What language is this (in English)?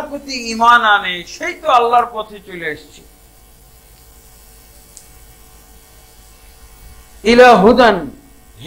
Bangla